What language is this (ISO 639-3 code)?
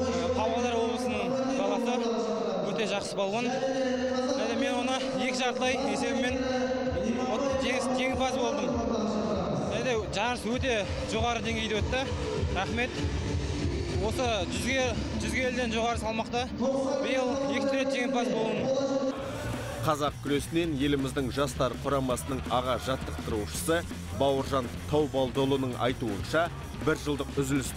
kaz